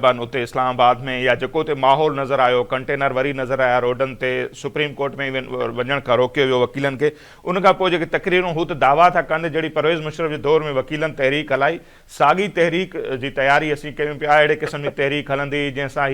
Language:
Sindhi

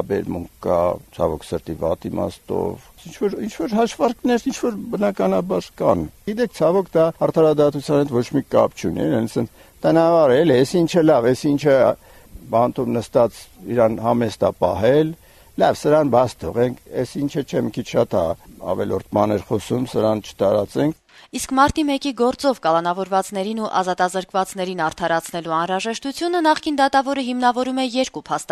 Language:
Armenian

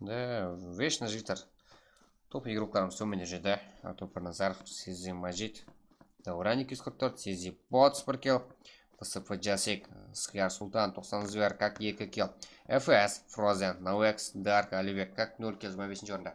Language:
Kara-Kalpak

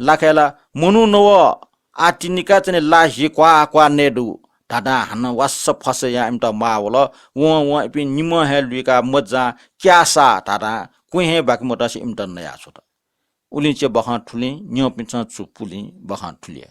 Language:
Newari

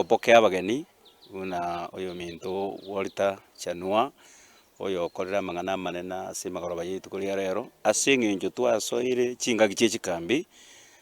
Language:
Gusii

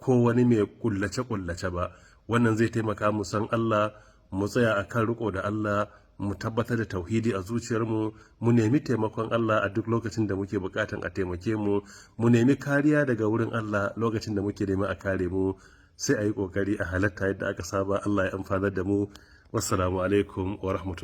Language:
Hausa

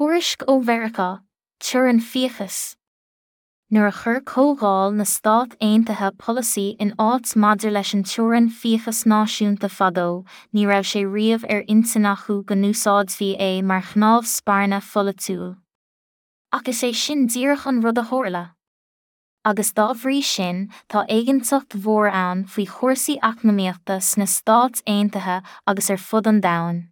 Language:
Irish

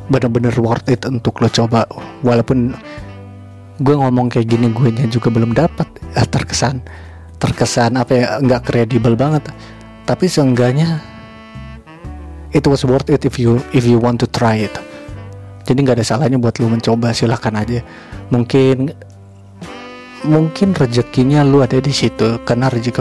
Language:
Indonesian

